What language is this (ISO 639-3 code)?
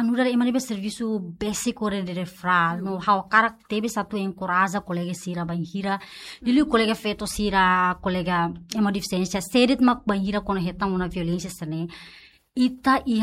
tet